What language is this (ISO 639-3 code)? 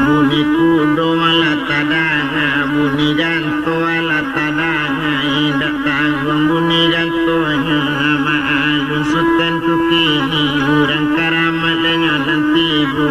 min